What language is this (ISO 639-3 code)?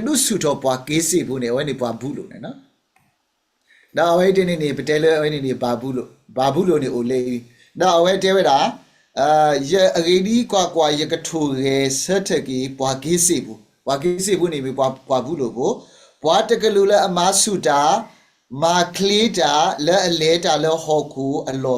ksw